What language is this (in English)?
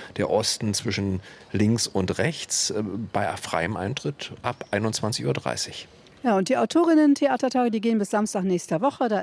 German